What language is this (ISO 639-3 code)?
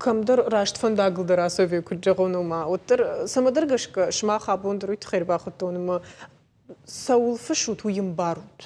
oss